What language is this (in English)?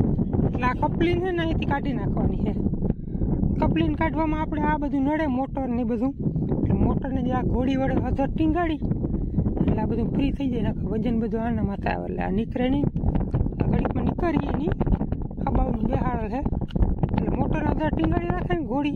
Gujarati